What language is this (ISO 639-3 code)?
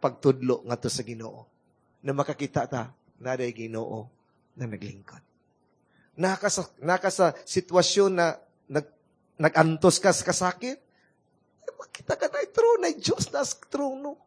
ceb